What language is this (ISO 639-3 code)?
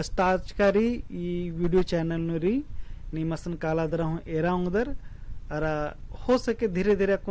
kru